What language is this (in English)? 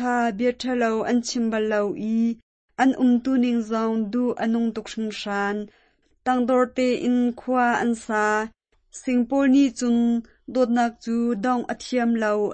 Hakha Chin